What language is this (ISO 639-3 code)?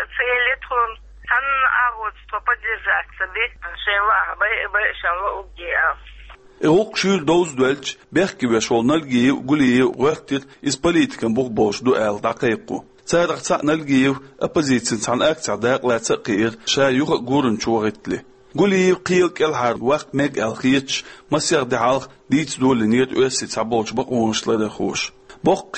che